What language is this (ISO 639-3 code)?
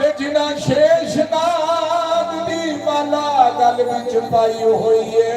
doi